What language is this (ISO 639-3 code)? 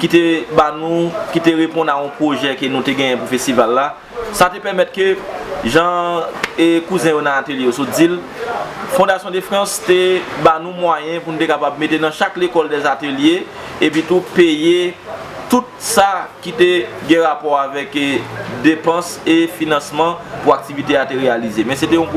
hat